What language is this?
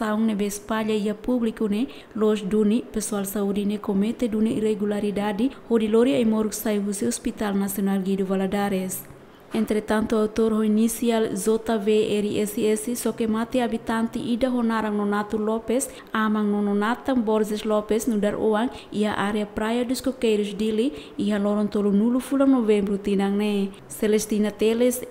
Tetum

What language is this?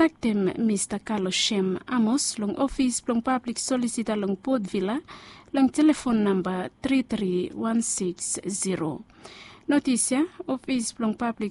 Bislama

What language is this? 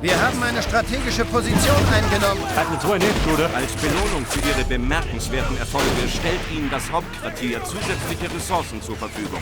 Bavarian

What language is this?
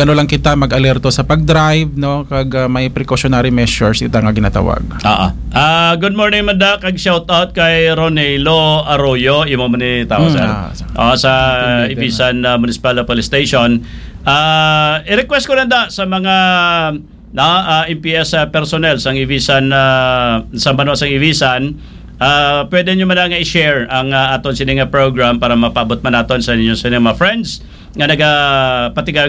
Hiligaynon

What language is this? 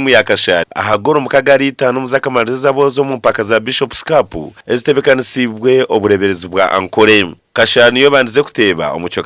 Nyankole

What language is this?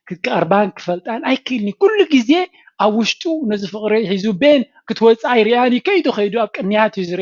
Tigrinya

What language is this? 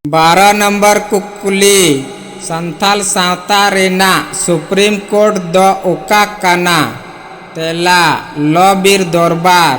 Santali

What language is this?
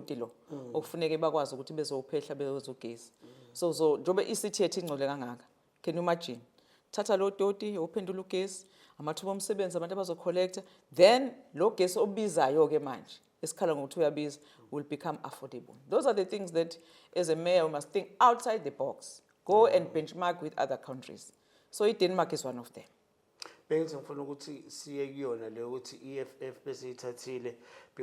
Zulu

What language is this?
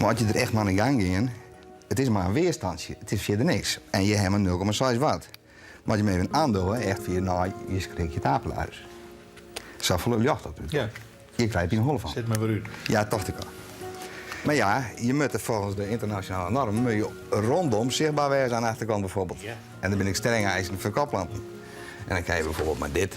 Western Frisian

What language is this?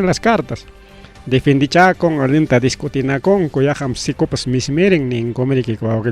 Ayacucho Quechua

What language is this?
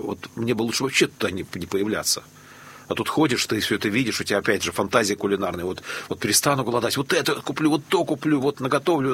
Russian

